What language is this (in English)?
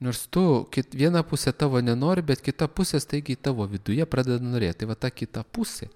Lithuanian